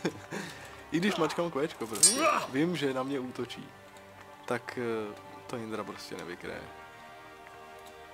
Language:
Czech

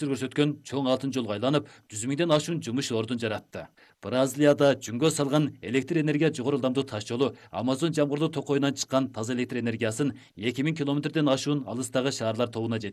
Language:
Kyrgyz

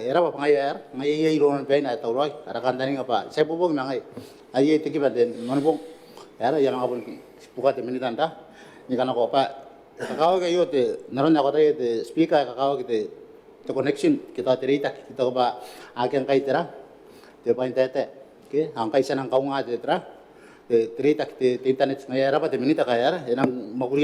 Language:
Gilbertese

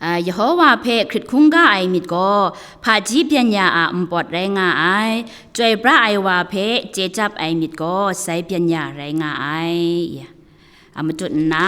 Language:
Kachin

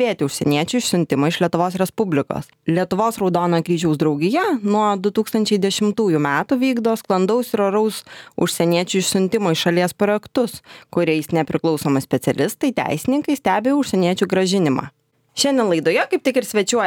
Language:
Lithuanian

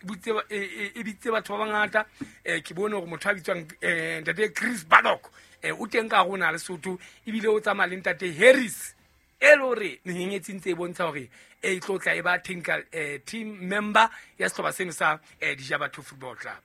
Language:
Southern Sotho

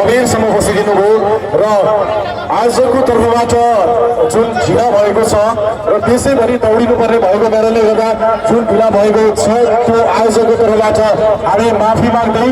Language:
Nepali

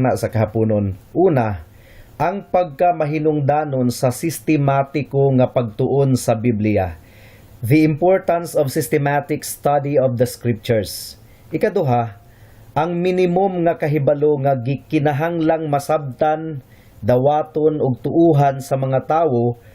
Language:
Cebuano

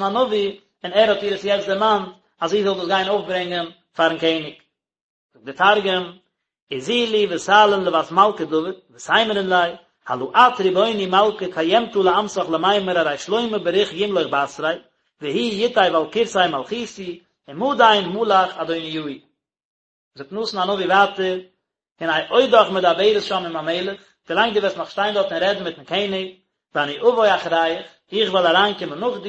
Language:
Yiddish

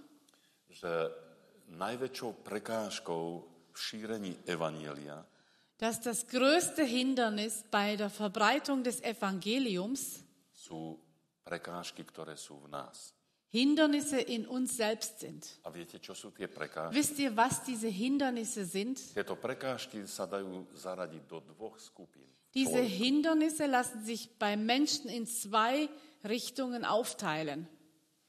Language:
Slovak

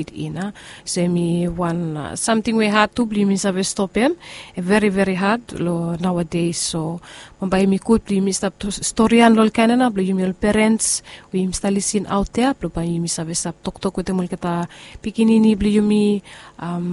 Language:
Bislama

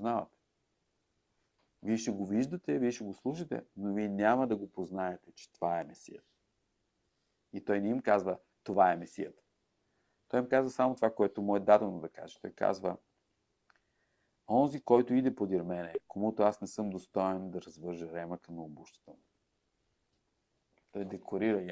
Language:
Bulgarian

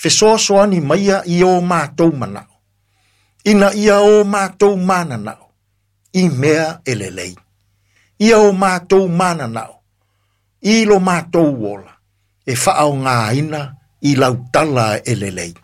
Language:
Samoan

